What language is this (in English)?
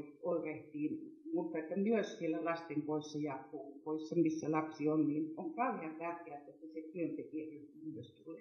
Finnish